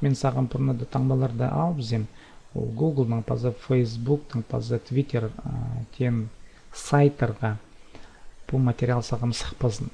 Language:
Khakas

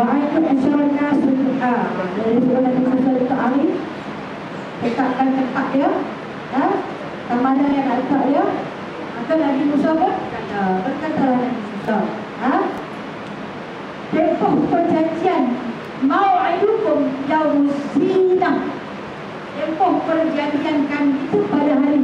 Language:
Malay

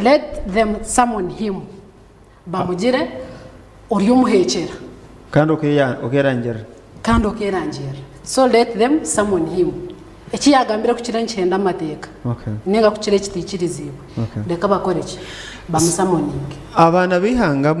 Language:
Nyankole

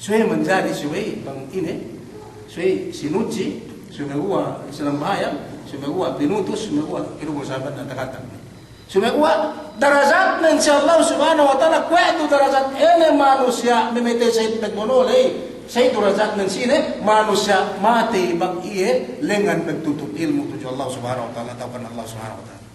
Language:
Yakan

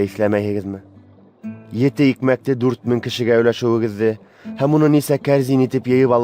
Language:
Bashkir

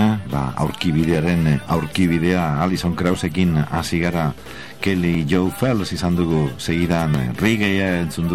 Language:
Basque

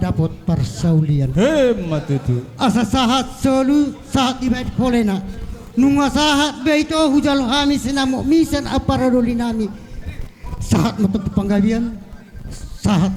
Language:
Batak Toba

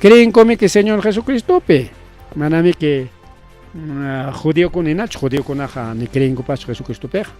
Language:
Ayacucho Quechua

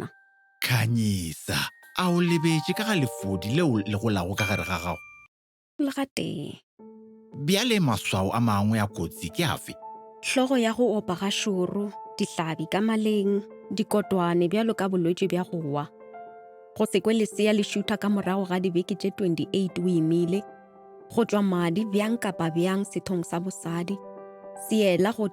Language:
Northern Sotho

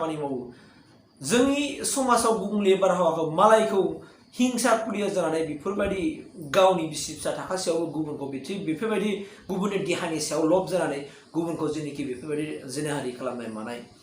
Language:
Bodo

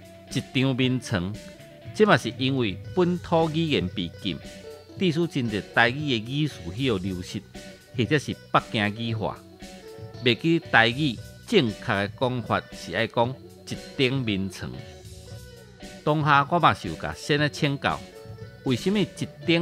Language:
Min Nan Chinese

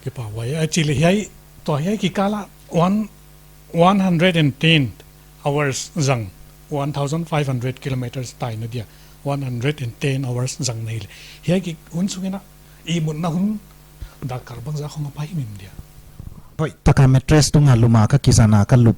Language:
Paite Chin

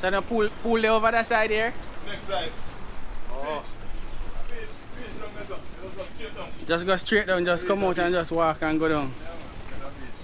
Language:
Jamaican Creole English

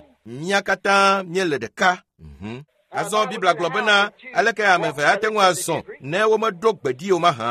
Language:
Ewe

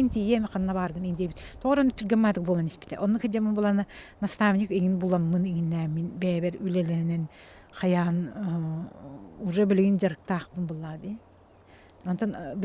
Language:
Yakut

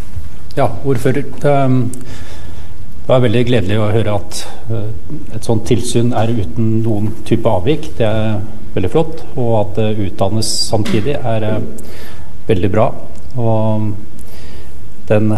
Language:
Norwegian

